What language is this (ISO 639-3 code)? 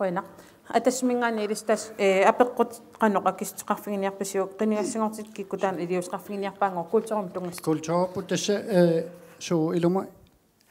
kal